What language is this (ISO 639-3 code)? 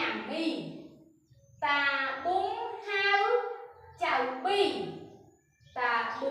khm